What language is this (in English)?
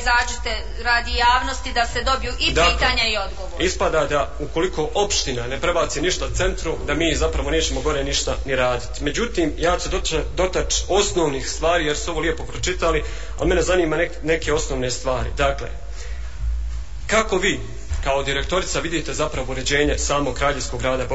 Bosnian